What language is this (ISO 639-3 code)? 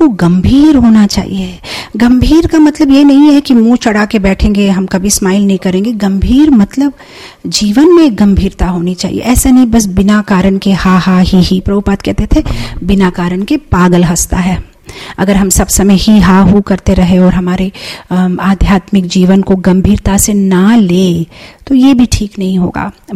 hin